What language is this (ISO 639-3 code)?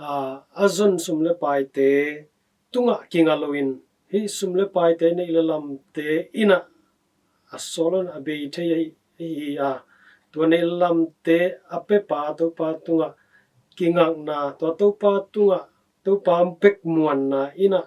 ctd